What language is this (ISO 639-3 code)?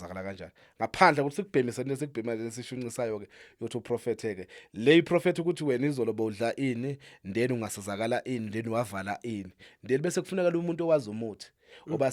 zul